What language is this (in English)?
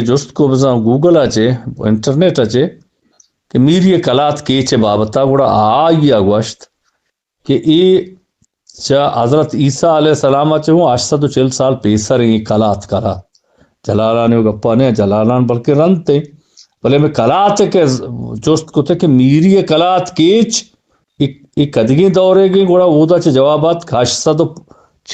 Eastern Balochi